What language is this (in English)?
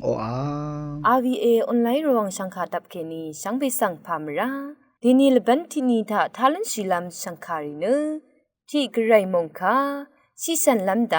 Rawang